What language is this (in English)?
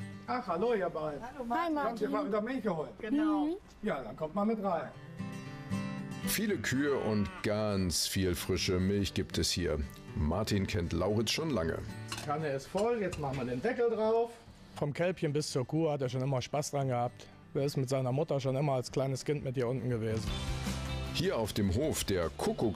German